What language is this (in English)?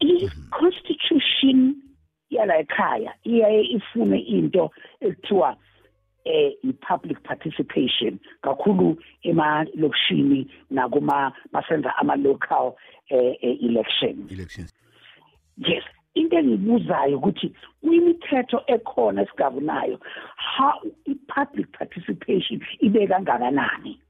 South Ndebele